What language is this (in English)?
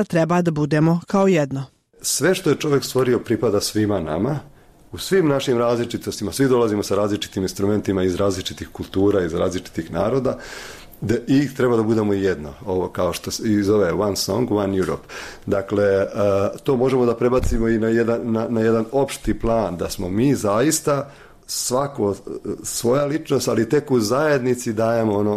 Bosnian